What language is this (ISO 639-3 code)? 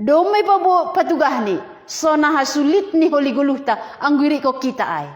bts